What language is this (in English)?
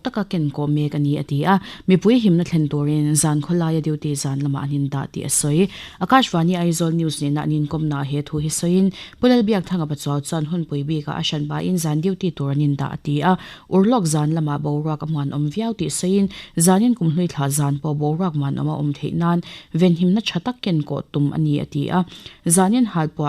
Mizo